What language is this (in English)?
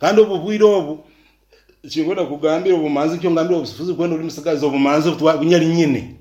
Nyankole